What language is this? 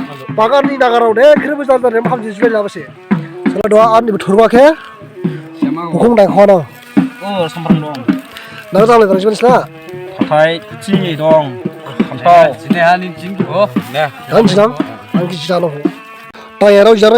Dimasa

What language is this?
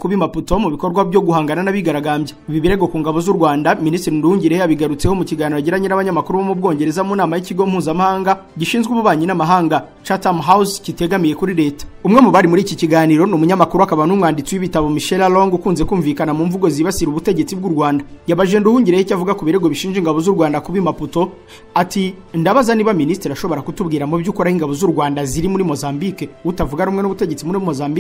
Kinyarwanda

